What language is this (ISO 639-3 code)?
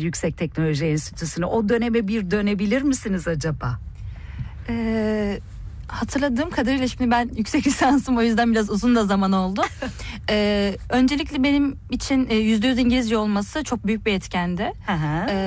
tur